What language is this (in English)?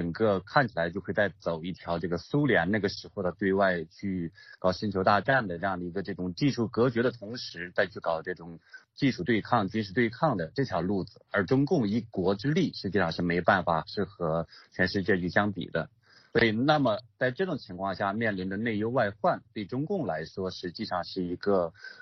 Chinese